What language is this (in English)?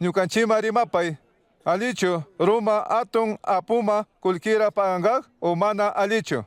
Chimborazo Highland Quichua